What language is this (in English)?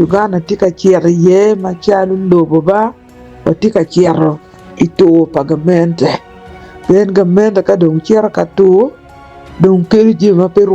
Acoli